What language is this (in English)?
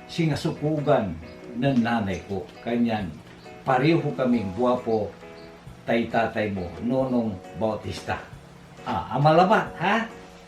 Pangasinan